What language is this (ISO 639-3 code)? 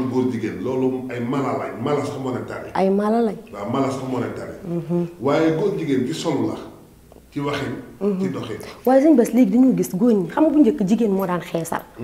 wol